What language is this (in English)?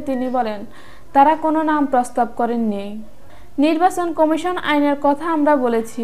Bangla